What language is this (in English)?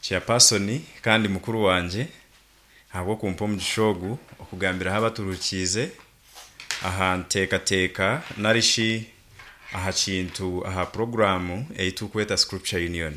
Nyankole